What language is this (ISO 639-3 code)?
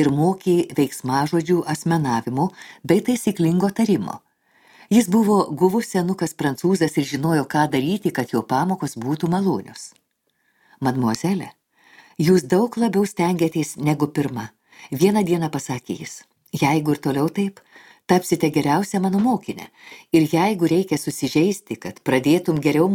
lit